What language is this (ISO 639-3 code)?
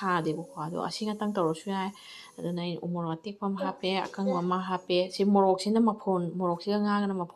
mni